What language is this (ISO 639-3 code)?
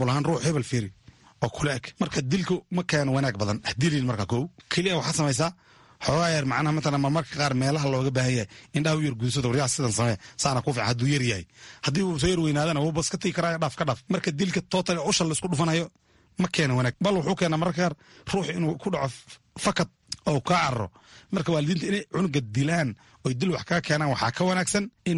som